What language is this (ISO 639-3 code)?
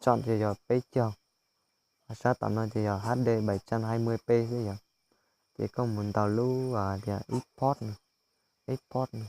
hmn